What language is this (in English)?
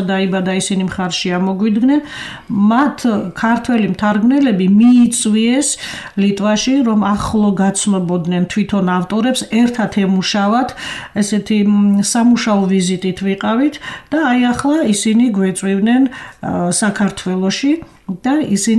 Georgian